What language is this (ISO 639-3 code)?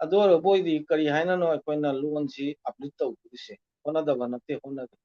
mni